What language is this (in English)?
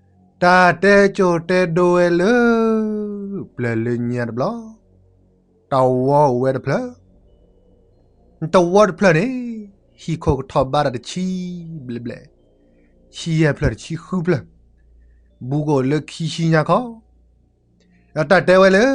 S'gaw Karen